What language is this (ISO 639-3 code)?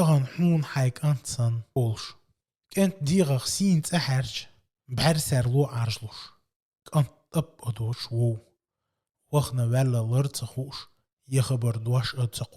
che